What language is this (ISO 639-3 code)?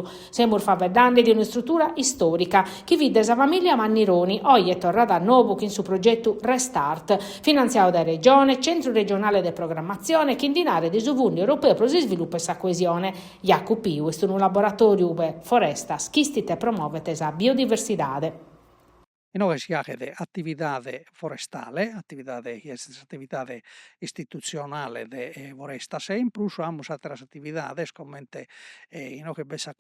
srd